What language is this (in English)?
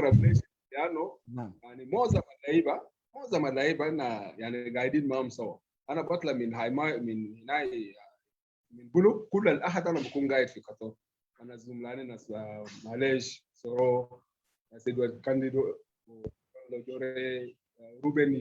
Sudanese Arabic